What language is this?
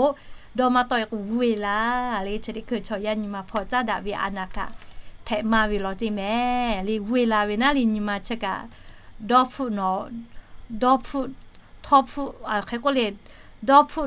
Lahu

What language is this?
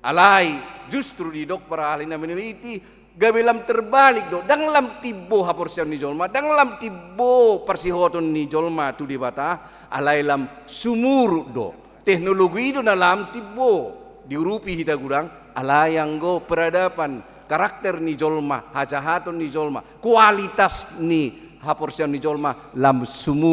Batak Toba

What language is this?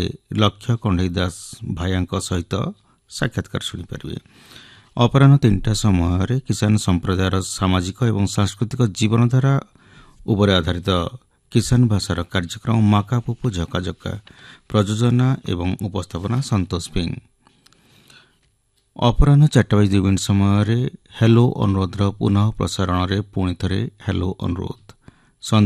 Odia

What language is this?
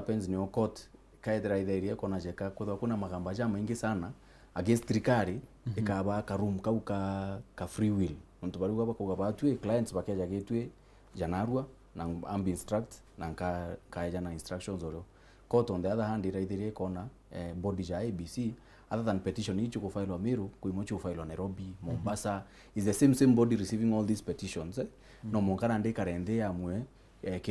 Meru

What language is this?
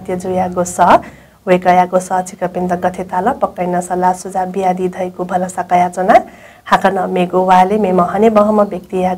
Newari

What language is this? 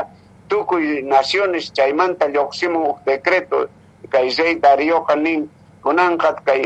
Quechua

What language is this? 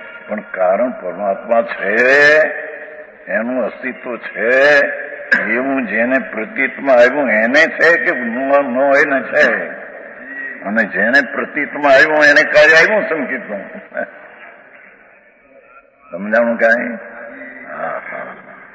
Gujarati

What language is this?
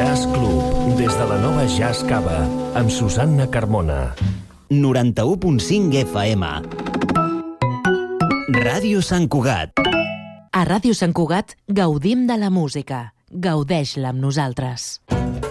Catalan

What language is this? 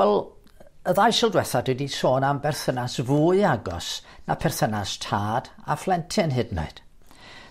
Welsh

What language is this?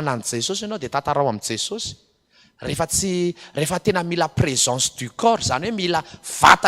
Malagasy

